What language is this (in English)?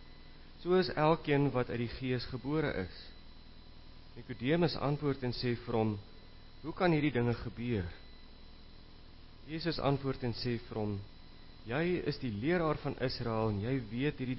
Afrikaans